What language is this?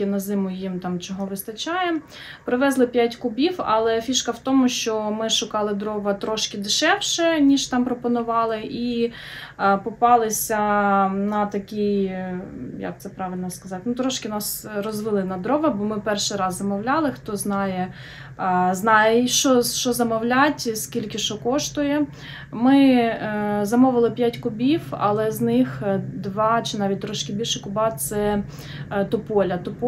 Ukrainian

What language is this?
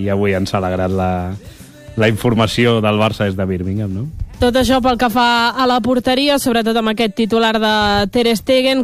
Catalan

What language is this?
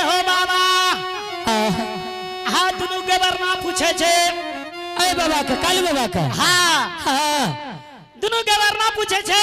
Angika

